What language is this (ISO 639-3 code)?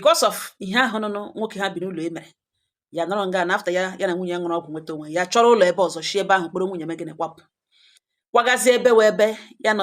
ibo